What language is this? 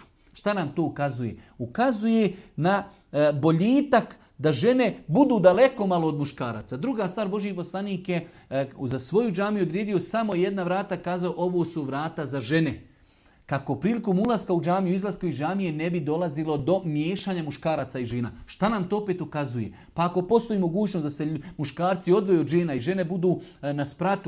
Bosnian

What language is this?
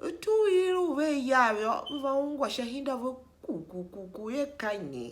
Tiv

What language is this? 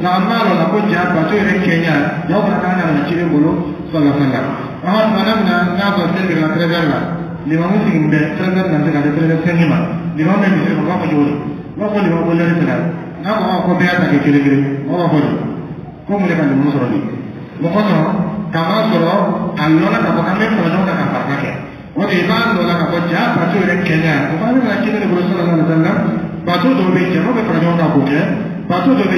Dyula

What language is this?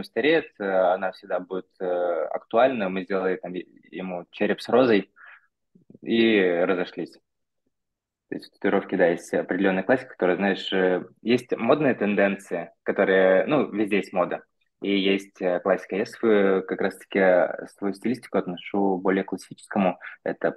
Russian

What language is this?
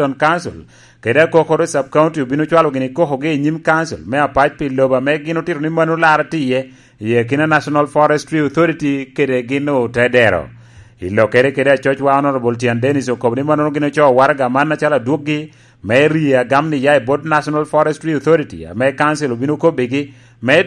Lango (Uganda)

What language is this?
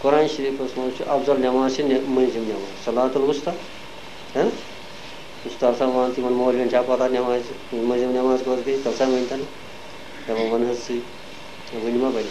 Kashmiri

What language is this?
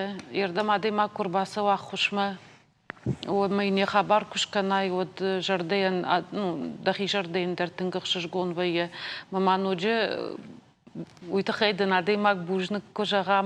Ossetic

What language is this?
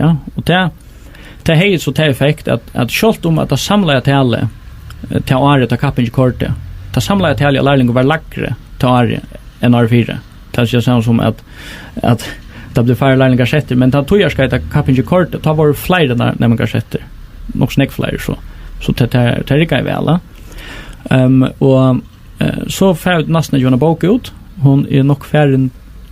Faroese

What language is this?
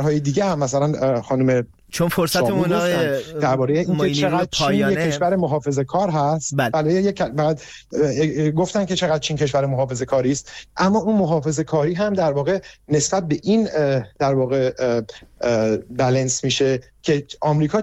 Persian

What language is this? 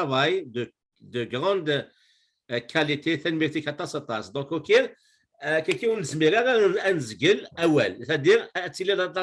Kabyle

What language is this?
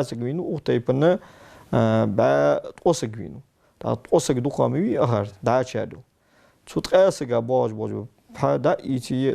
Ingush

